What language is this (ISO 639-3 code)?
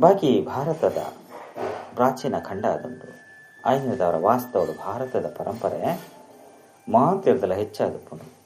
tcy